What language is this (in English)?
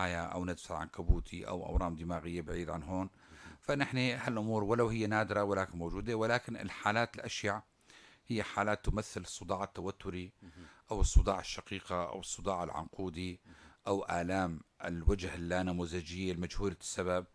North Levantine Arabic